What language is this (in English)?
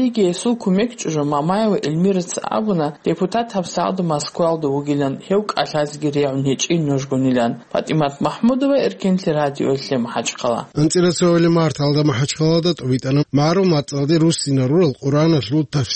Avaric